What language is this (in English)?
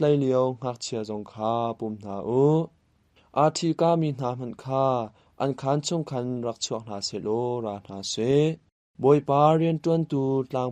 Hakha Chin